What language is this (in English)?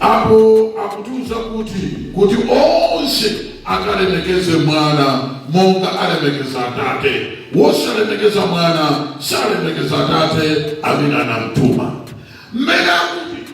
Nyanja